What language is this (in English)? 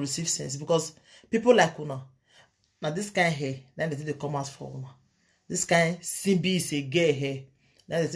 Nigerian Pidgin